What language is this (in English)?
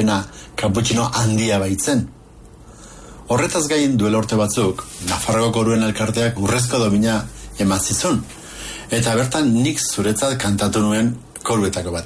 Basque